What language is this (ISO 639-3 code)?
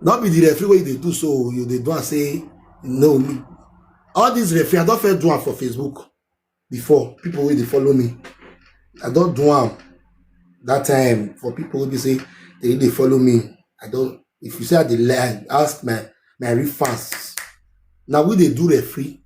pcm